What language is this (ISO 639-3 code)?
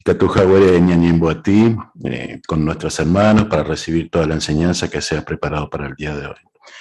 grn